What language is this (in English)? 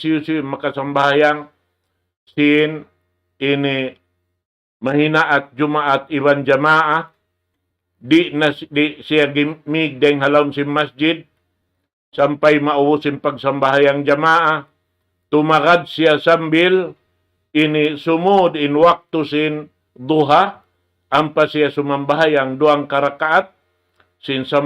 Tausug